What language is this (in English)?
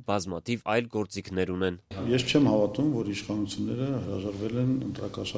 Armenian